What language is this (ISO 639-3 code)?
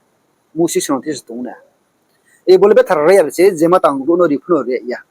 ria